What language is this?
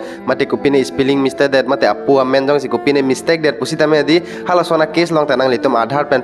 Karbi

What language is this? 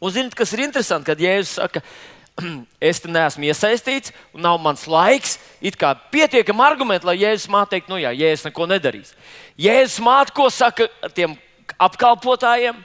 Latvian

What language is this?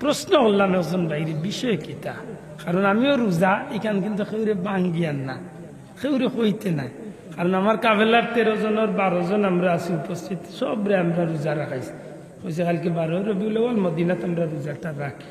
Sylheti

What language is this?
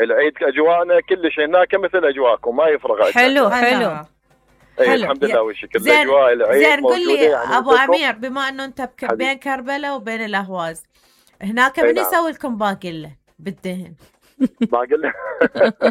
Mesopotamian Arabic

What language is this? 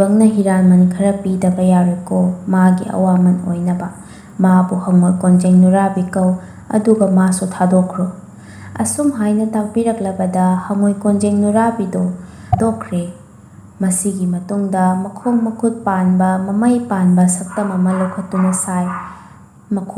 Manipuri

